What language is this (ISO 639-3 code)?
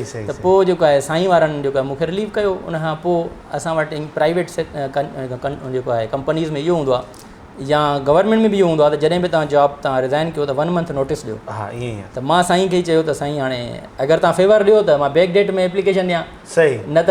snd